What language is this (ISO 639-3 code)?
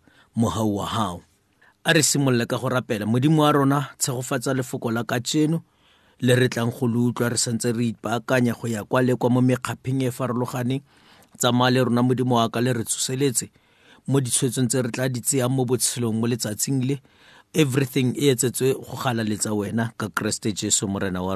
tsn